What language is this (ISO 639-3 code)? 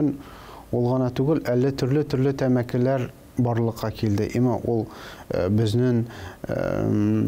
tat